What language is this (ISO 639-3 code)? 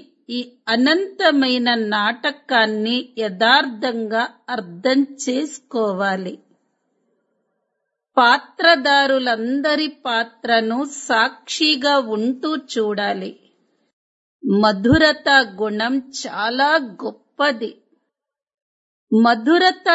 tel